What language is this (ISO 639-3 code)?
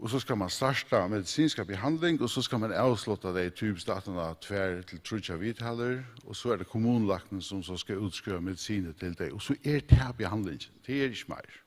fao